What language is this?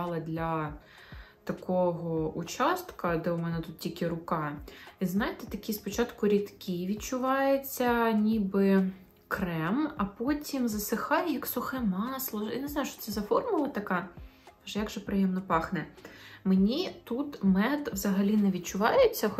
Ukrainian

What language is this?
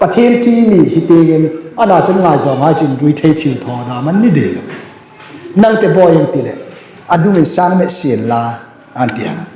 Hmar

